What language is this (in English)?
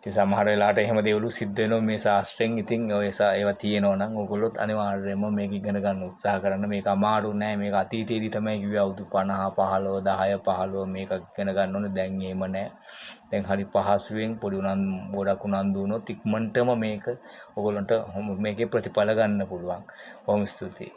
Sinhala